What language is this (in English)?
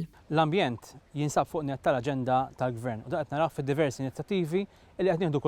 Maltese